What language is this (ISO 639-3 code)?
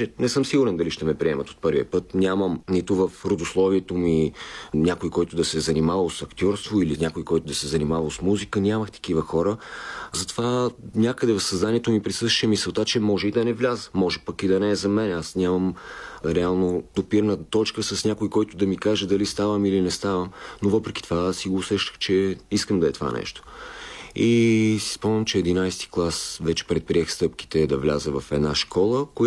bul